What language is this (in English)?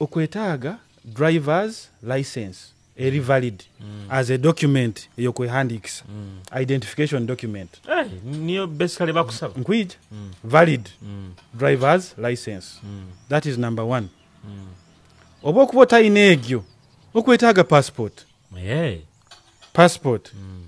Nyoro